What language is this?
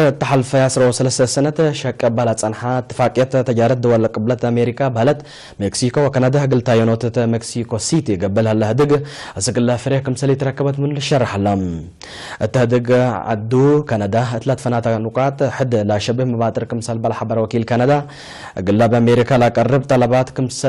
Tigre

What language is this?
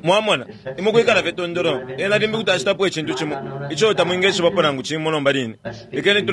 Bemba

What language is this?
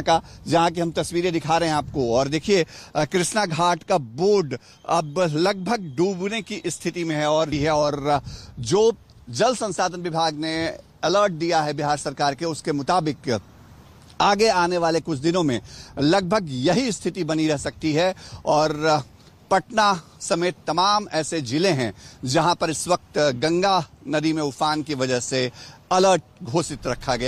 Hindi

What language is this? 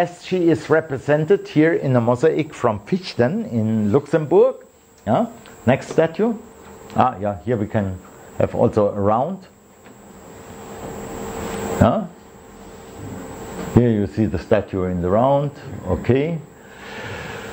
English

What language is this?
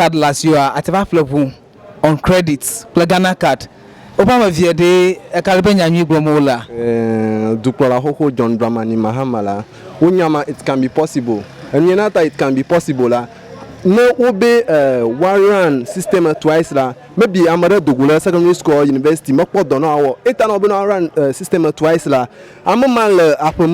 Ewe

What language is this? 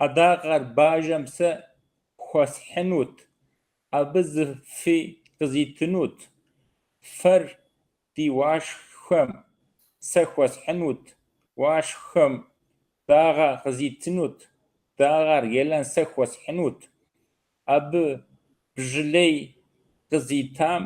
Kabardian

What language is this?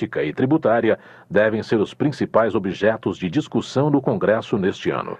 Portuguese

